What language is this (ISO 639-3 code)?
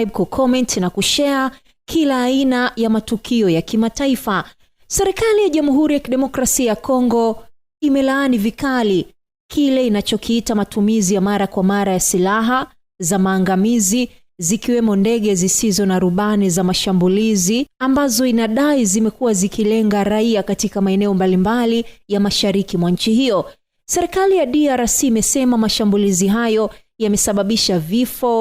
swa